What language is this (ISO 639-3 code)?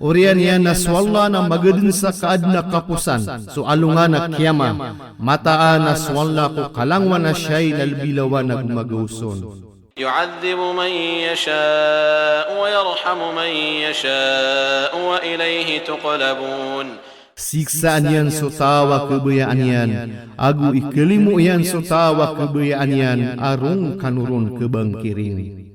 mrw